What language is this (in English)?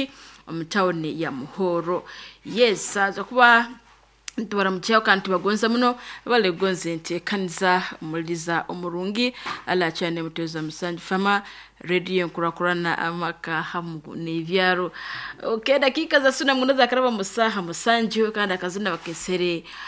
Nyoro